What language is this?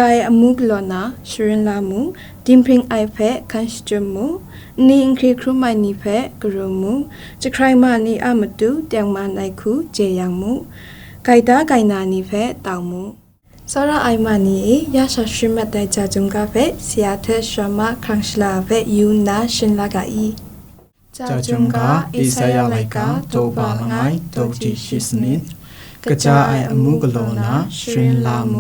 Kachin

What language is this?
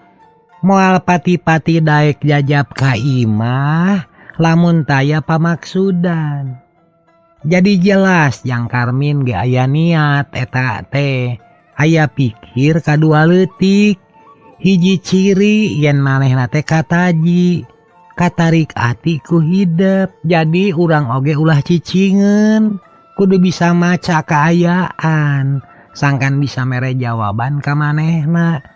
Sundanese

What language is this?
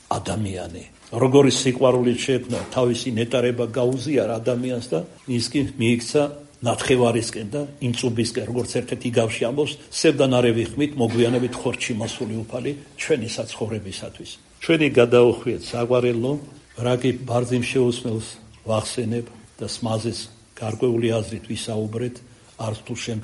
Georgian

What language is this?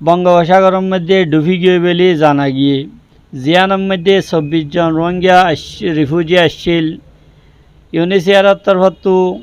Rohingya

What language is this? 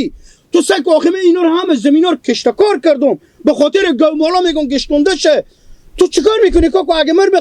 Hazaragi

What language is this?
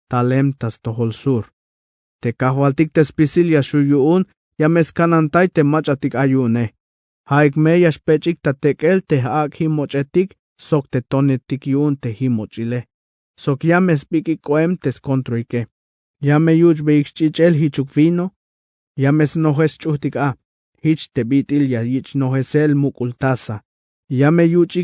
Tzeltal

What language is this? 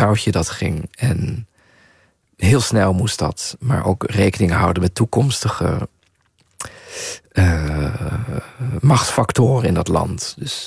Dutch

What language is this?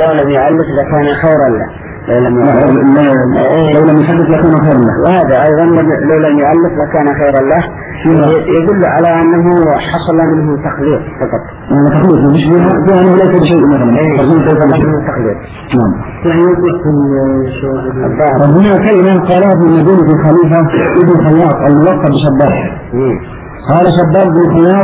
Arabic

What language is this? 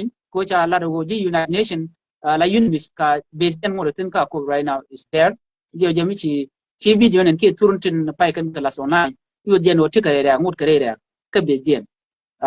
Nuer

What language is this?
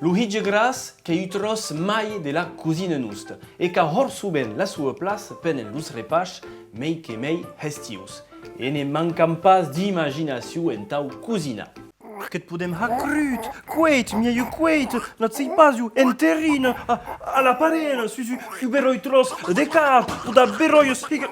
Occitan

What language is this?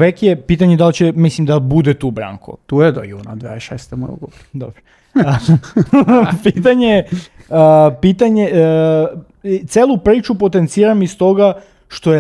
Serbian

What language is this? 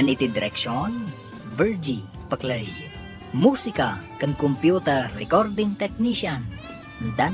Iloko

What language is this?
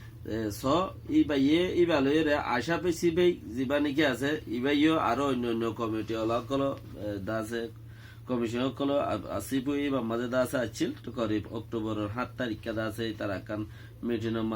Rohingya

